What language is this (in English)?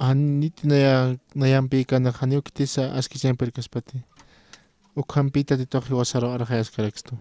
Aymara